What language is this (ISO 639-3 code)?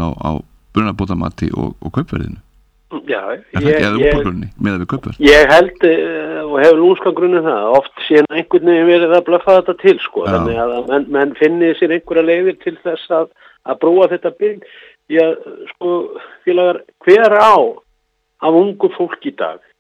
isl